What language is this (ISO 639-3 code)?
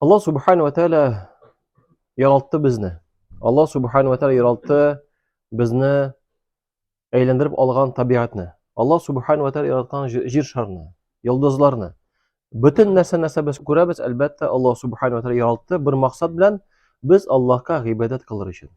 tat